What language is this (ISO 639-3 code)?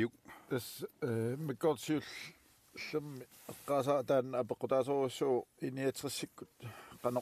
kal